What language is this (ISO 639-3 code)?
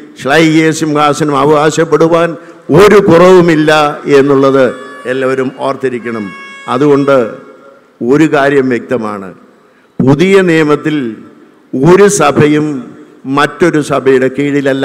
mal